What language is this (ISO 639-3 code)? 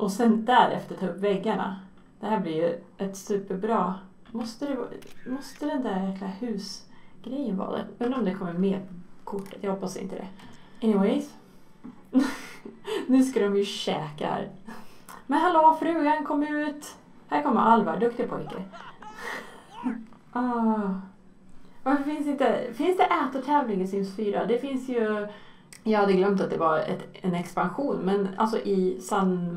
swe